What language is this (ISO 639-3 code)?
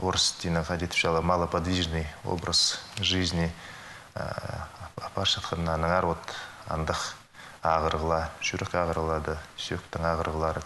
kjh